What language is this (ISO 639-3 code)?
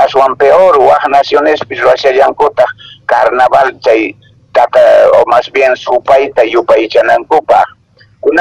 que